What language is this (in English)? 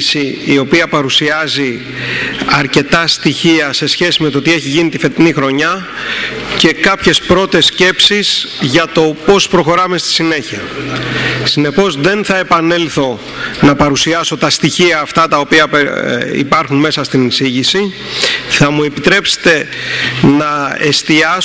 Greek